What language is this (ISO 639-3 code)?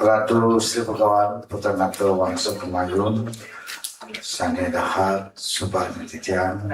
ban